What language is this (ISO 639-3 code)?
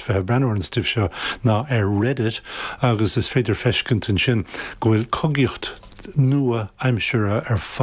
gle